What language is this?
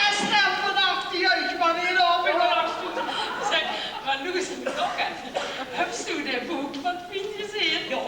Limburgish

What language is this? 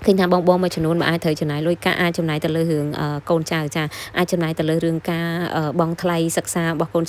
Khmer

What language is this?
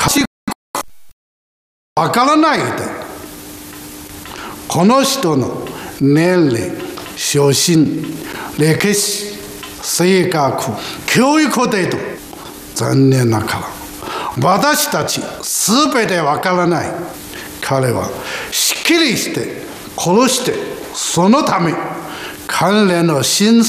Japanese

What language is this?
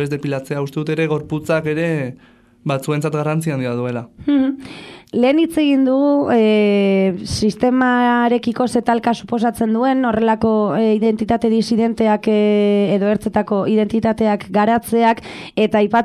Basque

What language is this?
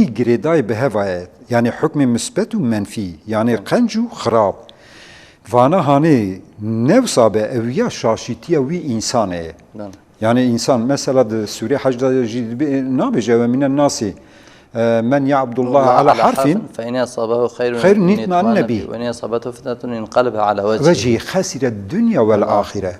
Kurdish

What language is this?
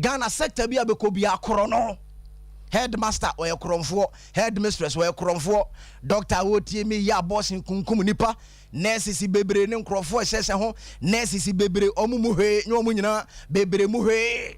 Akan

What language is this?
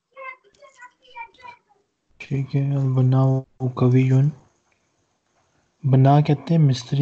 Urdu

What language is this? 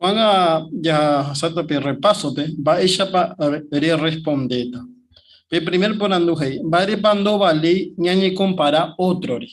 Guarani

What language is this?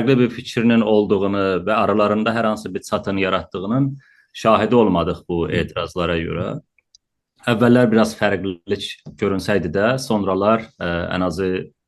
South Azerbaijani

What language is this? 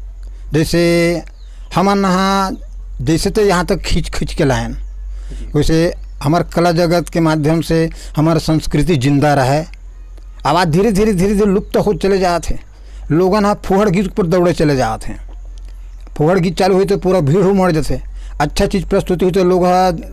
Chhattisgarhi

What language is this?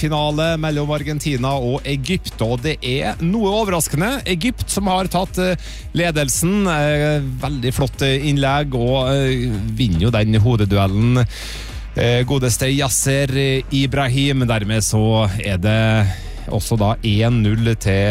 Norwegian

